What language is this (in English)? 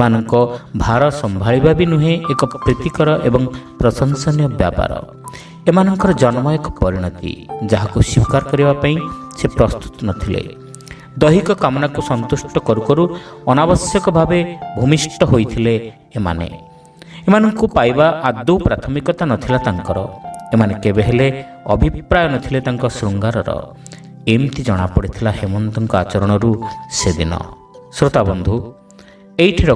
Odia